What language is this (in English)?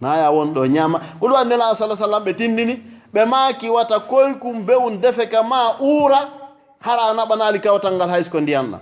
Fula